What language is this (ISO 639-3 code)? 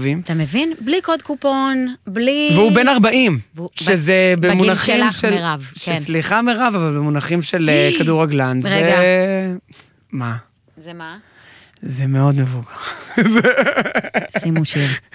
heb